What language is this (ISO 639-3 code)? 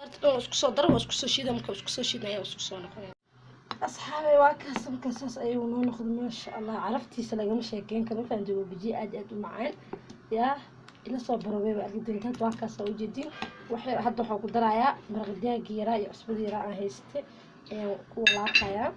som